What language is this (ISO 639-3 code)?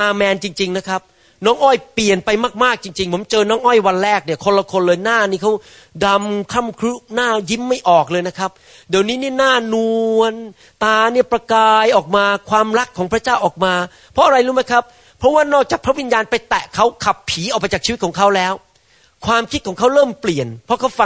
tha